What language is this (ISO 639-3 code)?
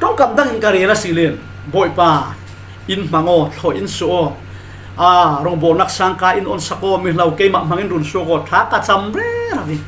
cfm